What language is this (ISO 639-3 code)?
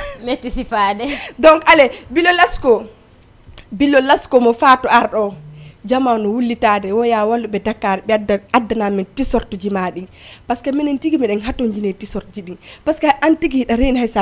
ful